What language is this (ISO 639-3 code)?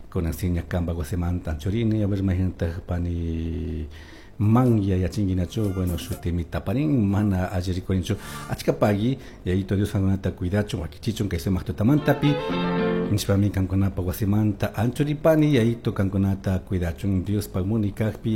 qug